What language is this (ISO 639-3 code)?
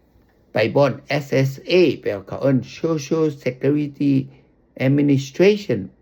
lao